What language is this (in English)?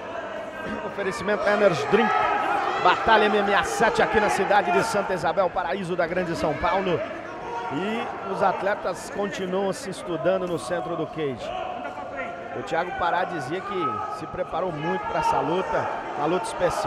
Portuguese